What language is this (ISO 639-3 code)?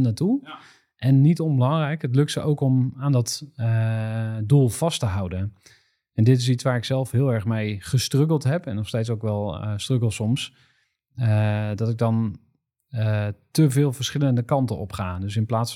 nld